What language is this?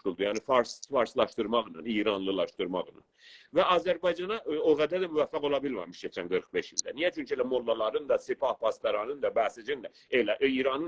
South Azerbaijani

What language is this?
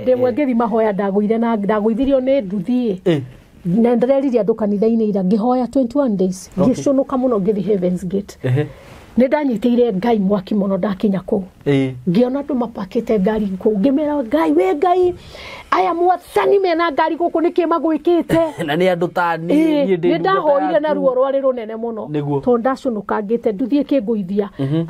Kikuyu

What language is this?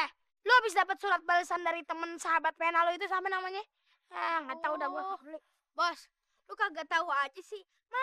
Betawi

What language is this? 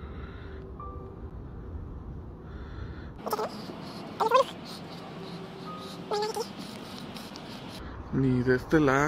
Spanish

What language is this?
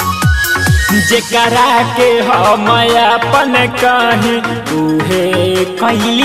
Bhojpuri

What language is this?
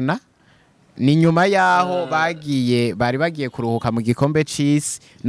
Rundi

